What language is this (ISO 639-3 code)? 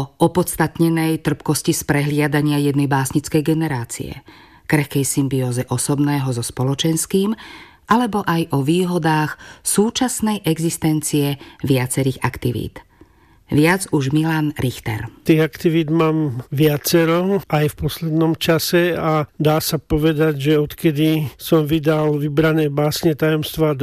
slk